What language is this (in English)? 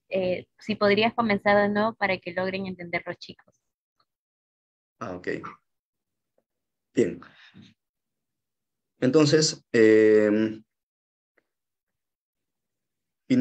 Spanish